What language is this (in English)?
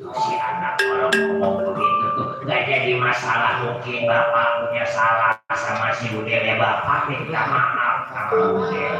Betawi